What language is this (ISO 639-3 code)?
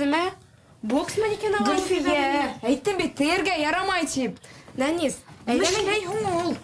bak